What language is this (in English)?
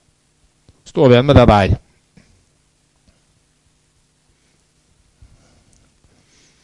Norwegian